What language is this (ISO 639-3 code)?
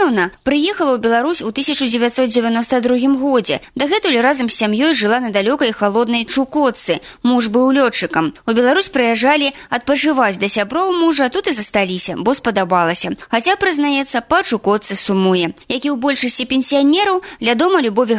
bel